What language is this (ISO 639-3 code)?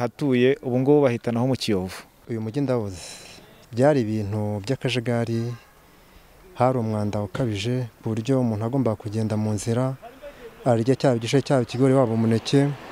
kin